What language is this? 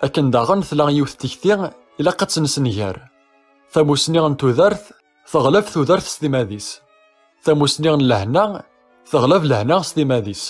Kabyle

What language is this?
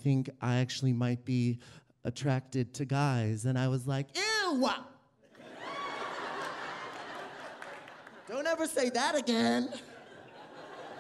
English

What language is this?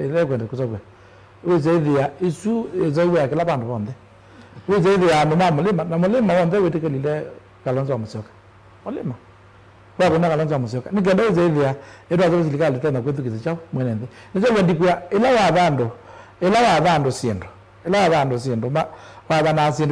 Kamba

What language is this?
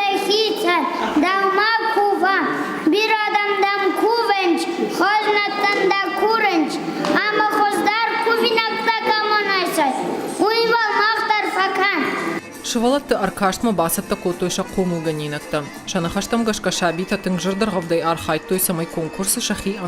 Ossetic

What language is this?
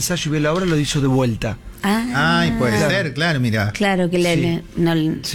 Spanish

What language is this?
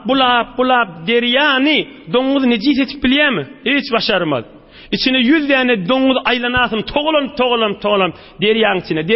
Turkmen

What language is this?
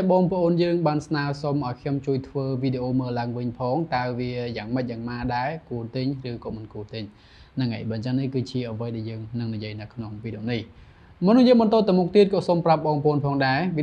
Khmer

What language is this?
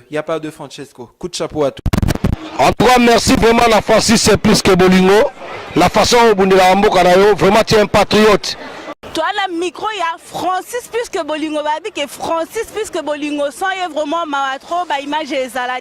Lingala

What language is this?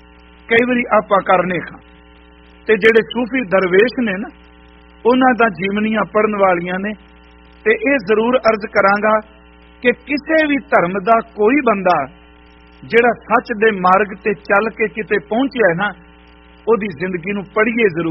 Punjabi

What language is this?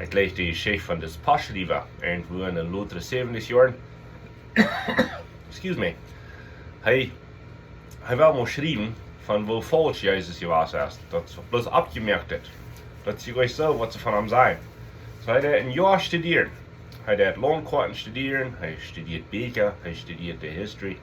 Plautdietsch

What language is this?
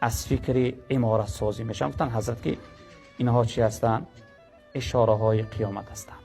Tajik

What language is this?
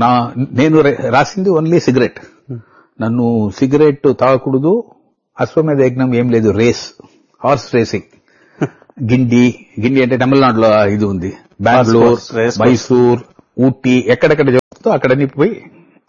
Telugu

